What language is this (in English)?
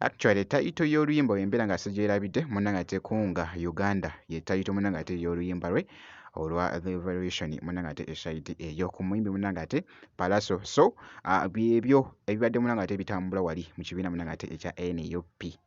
Ganda